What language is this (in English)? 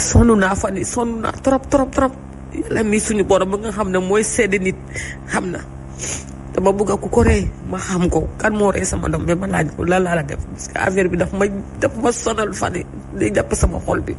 Wolof